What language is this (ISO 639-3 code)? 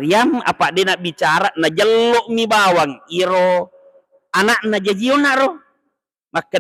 bug